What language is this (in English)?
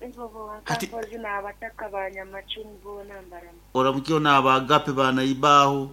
Nyoro